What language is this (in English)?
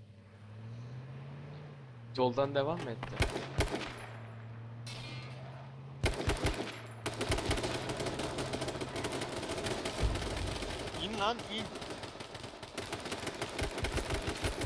Turkish